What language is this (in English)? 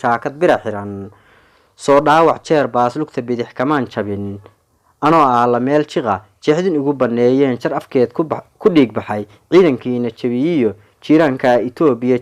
Somali